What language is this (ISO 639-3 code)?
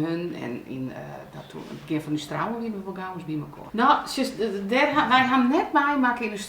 fry